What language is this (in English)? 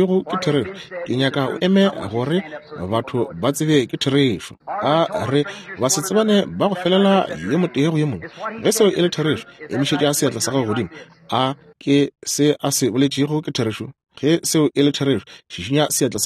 Northern Sotho